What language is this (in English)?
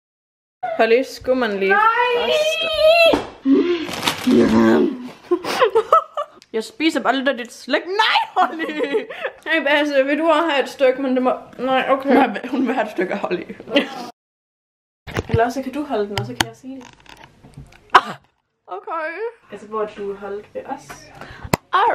Danish